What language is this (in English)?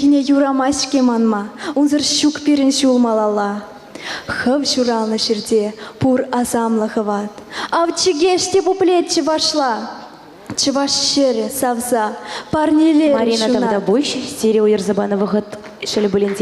Chuvash